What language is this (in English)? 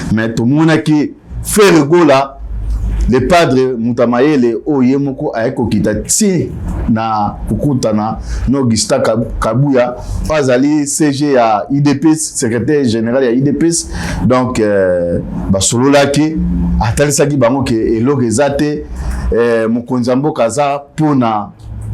Lingala